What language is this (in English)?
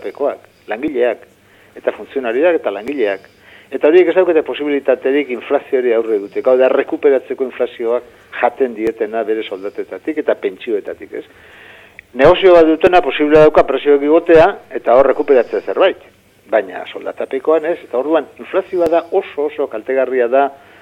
Basque